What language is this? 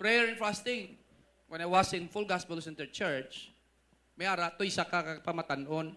Hiligaynon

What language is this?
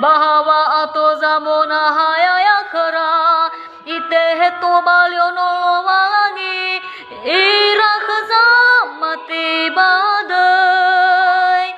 Nias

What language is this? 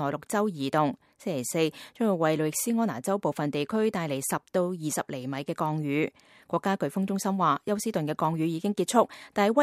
Cantonese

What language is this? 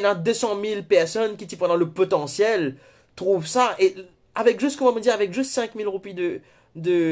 Morisyen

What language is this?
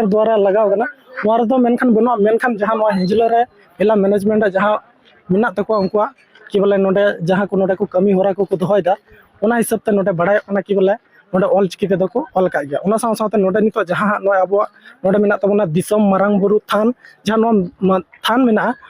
Santali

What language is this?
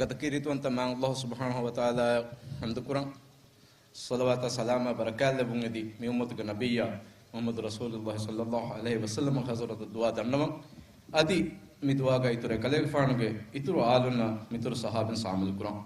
Divehi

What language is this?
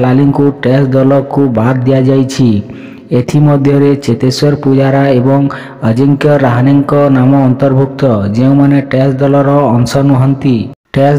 Odia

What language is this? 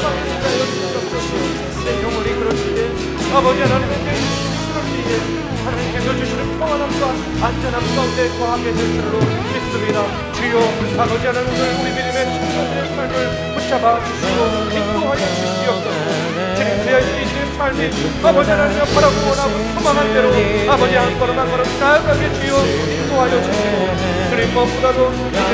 Korean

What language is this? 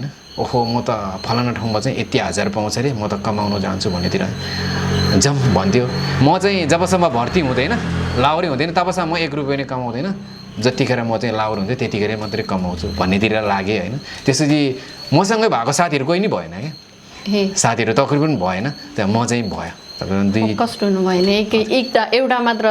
Nepali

